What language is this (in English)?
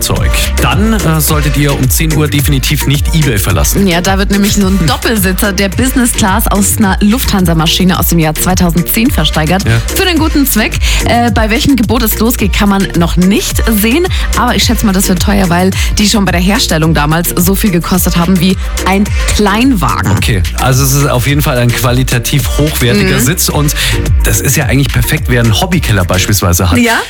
German